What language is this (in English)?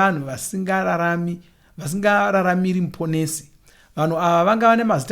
Shona